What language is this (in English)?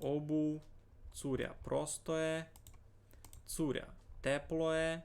Rusyn